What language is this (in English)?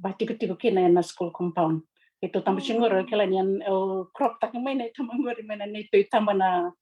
Fijian